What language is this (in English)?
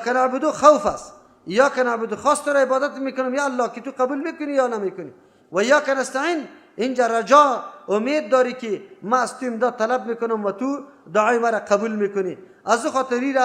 Persian